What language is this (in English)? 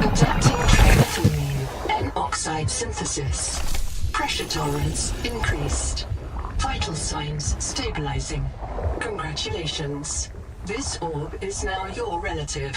Bavarian